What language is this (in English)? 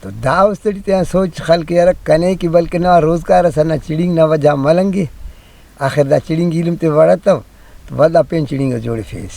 Brahui